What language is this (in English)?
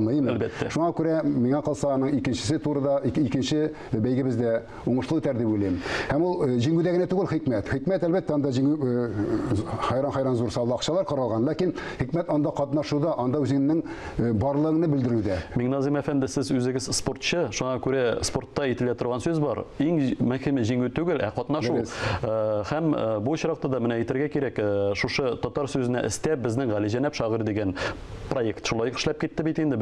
Tatar